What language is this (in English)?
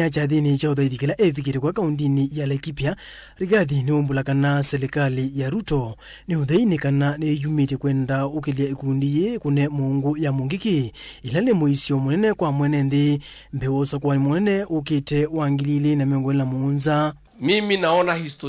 Kamba